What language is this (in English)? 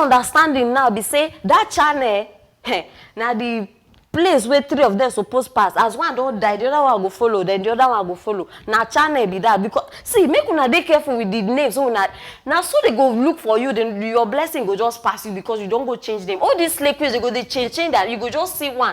Nigerian Pidgin